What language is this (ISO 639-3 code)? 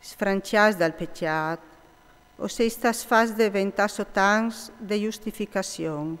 fur